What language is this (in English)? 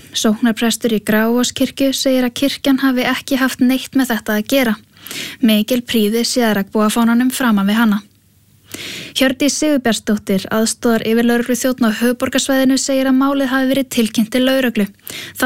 Icelandic